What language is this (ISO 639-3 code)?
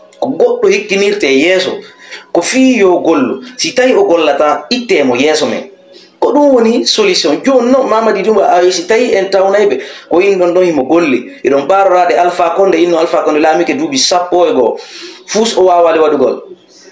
ful